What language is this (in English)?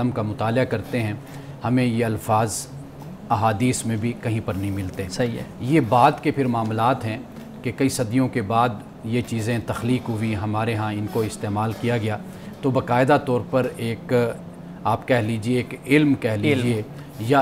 Urdu